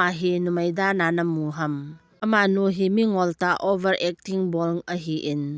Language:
Thado Chin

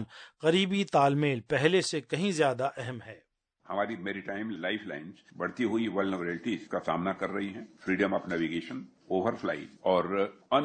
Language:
Urdu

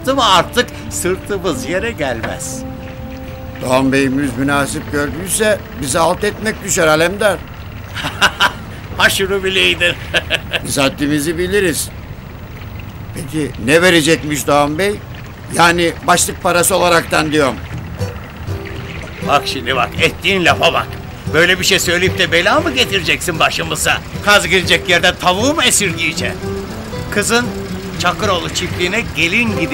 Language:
Turkish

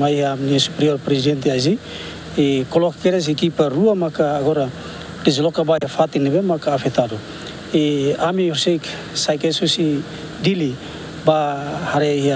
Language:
Tetum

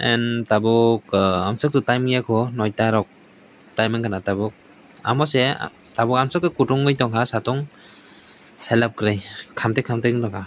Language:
Kok Borok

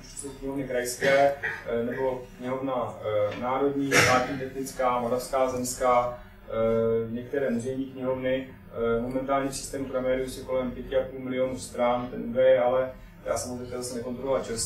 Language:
Czech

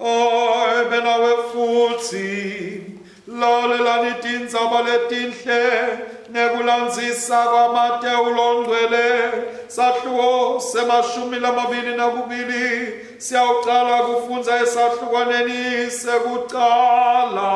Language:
Swati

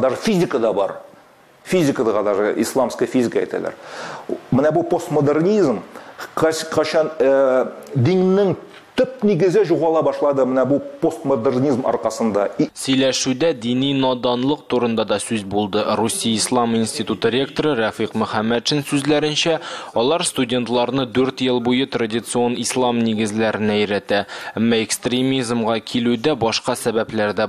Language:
Tatar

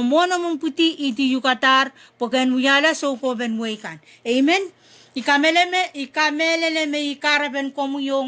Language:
Pohnpeian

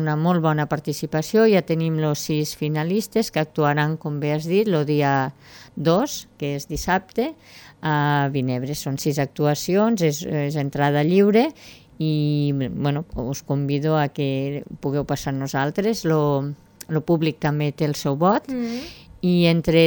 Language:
Catalan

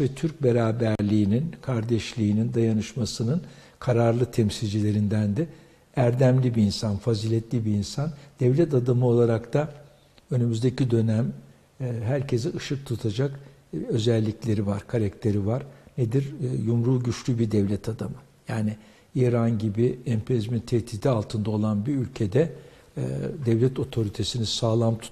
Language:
Turkish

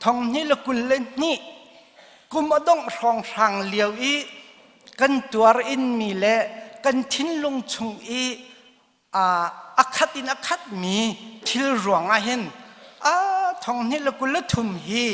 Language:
Hakha Chin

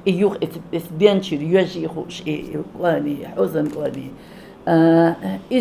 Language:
Chechen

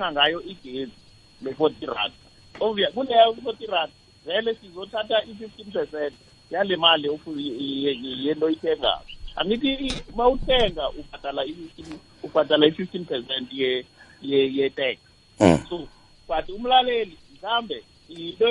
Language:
South Ndebele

